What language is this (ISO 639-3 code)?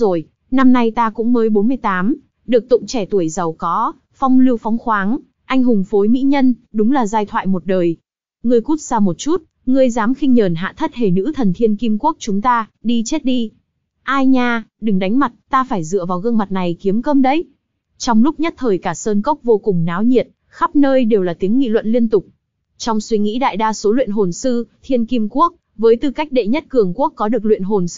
vie